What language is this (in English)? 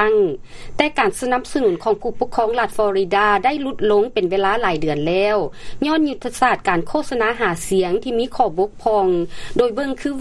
Lao